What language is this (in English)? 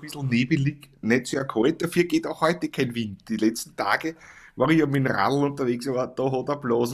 Bavarian